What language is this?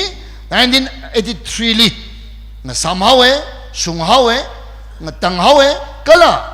Tangkhul Naga (India)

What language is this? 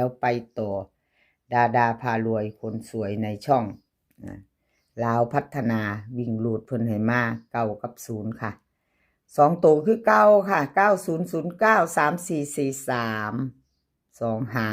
Northeastern Thai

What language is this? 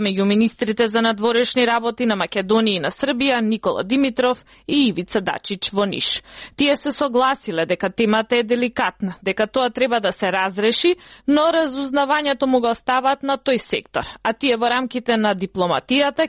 Macedonian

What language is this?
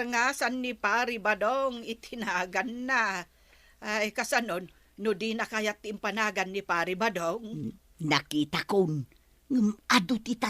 Iloko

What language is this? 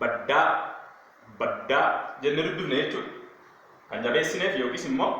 Oromo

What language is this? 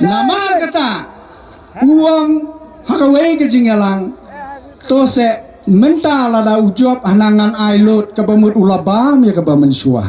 Khasi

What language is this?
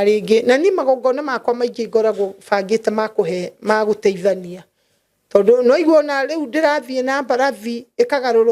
Kikuyu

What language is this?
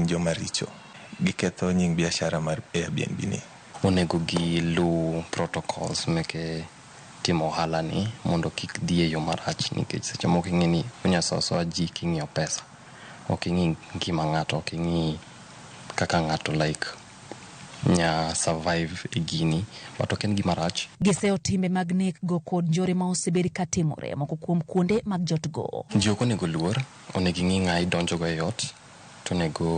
Luo (Kenya and Tanzania)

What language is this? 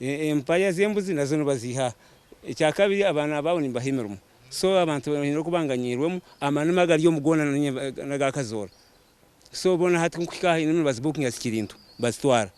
Nyankole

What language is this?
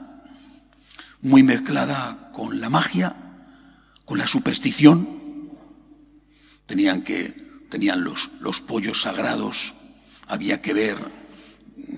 Spanish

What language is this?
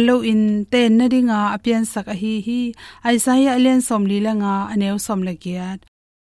Tedim Chin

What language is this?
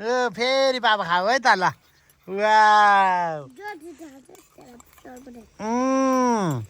Nepali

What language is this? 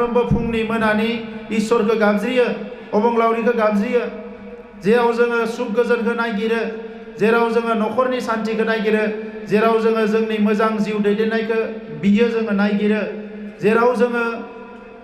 Bodo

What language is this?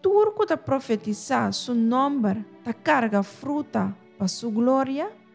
Papiamento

